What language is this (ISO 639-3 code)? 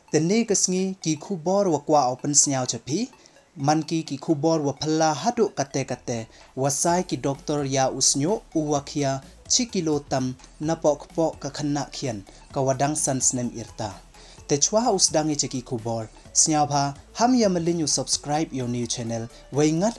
pbv